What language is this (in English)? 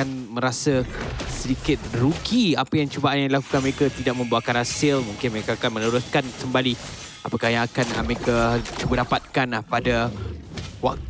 Malay